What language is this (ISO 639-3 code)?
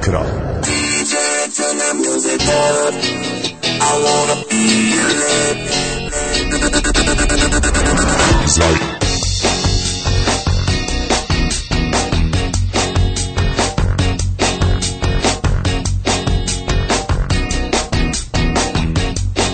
srp